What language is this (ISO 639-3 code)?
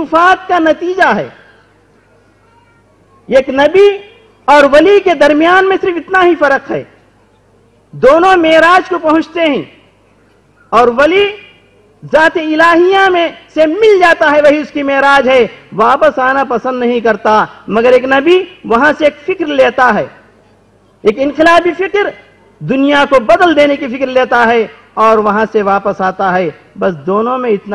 urd